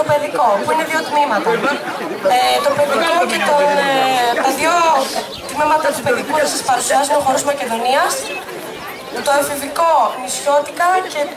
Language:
Greek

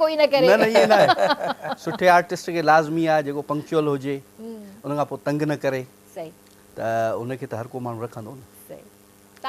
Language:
Sindhi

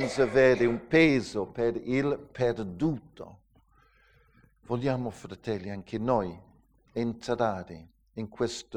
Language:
Italian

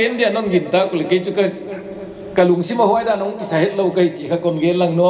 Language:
Paite Chin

